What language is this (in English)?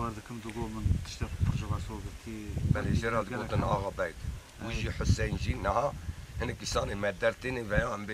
Kurdish